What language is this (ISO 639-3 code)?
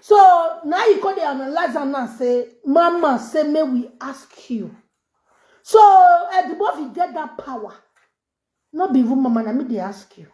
pcm